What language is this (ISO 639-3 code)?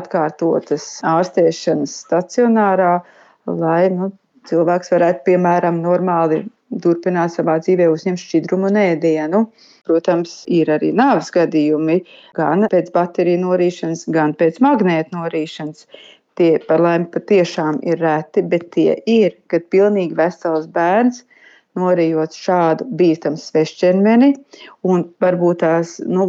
lav